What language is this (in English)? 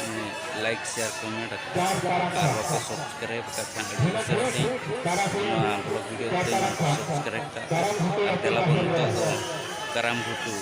Santali